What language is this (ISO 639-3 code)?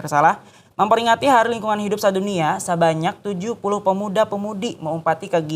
bjn